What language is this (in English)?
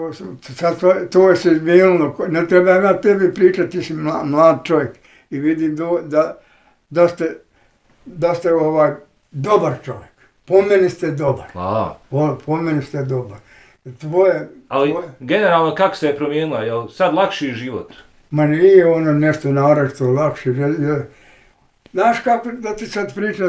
Bosnian